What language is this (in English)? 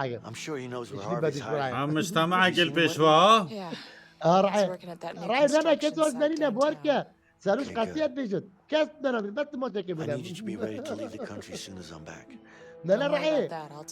Kurdish